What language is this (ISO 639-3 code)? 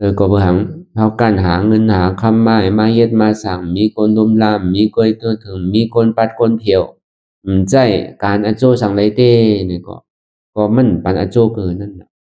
shn